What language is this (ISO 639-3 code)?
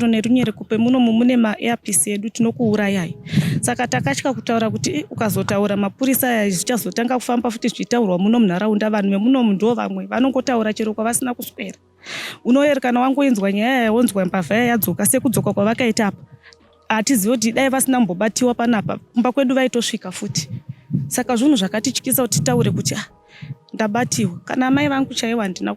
sna